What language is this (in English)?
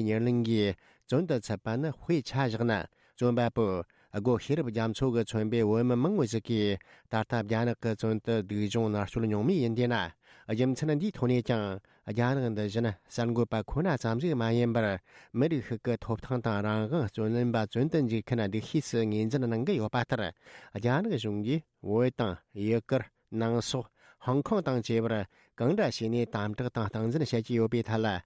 Tibetan